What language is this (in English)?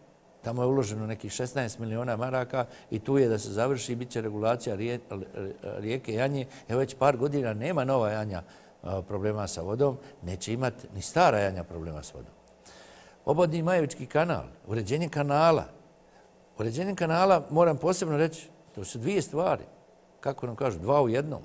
Serbian